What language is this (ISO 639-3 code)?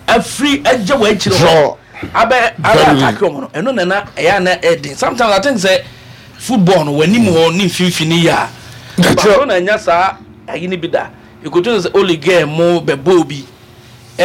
aka